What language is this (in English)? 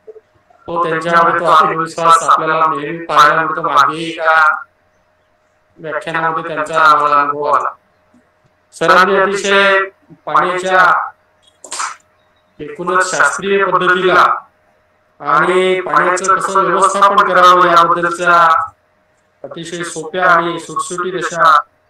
Marathi